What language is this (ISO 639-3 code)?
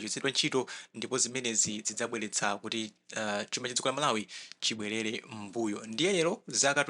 nya